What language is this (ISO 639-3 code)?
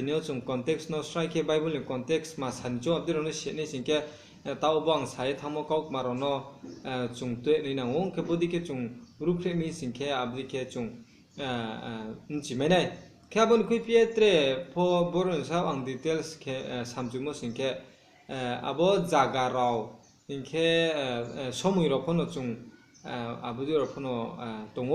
ria